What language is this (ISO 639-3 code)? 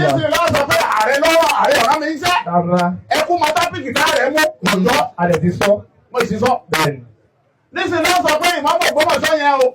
yor